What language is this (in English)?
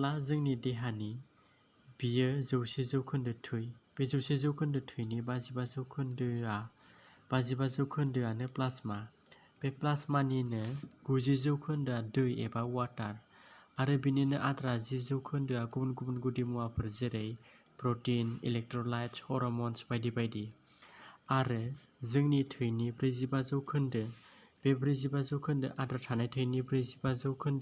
Bodo